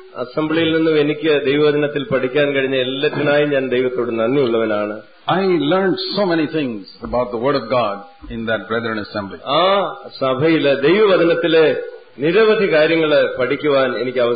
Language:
Malayalam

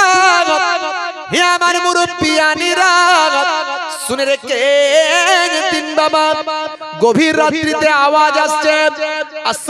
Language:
Bangla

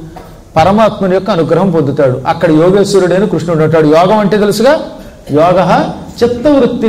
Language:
Telugu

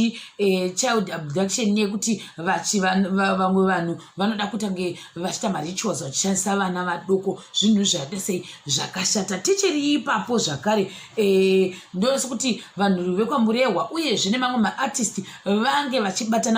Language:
Shona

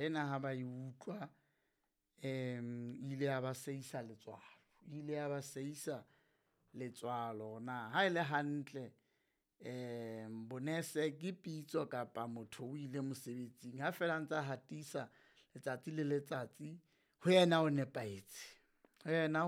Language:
Southern Sotho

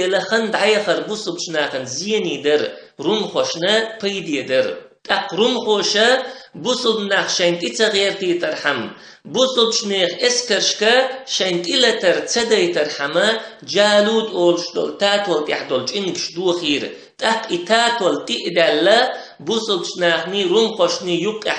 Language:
Chechen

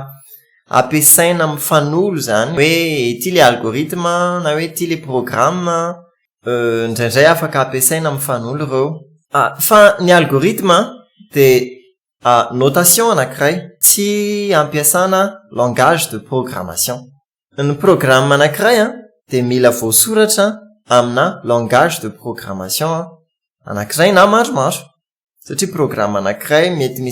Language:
Malagasy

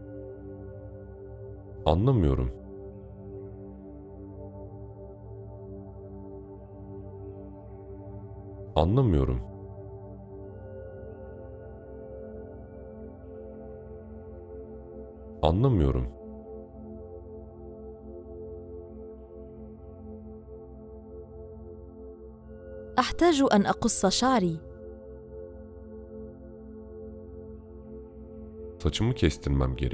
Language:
Turkish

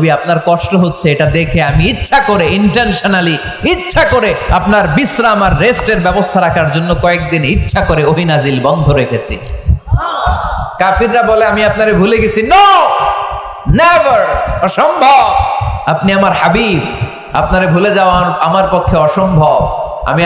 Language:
Bangla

